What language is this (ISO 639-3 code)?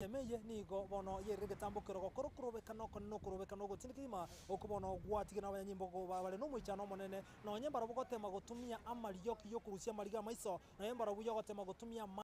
guz